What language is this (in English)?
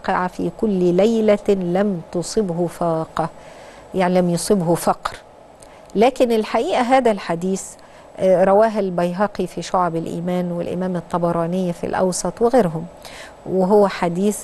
Egyptian Arabic